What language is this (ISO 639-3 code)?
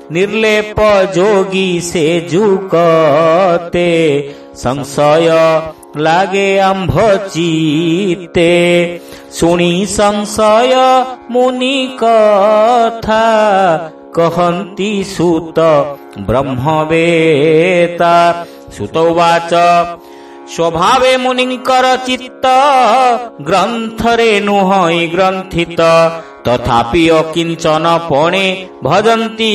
ori